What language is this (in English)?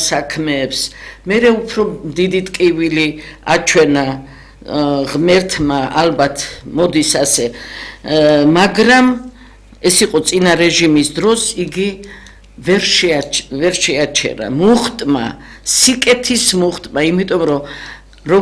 Georgian